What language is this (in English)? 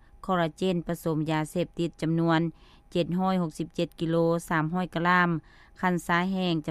Lao